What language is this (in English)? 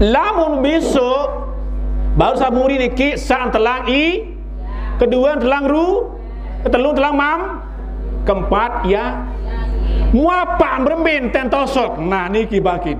Sasak